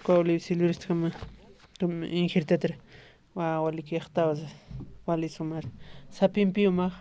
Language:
Aymara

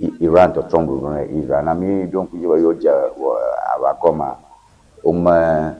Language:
Ewe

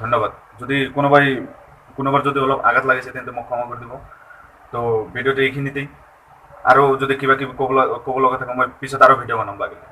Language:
Assamese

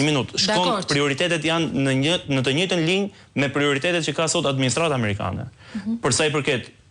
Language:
Albanian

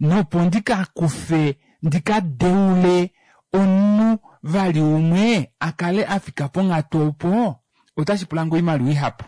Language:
Kuanyama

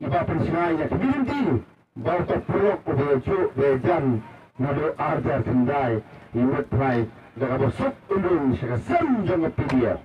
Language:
Khasi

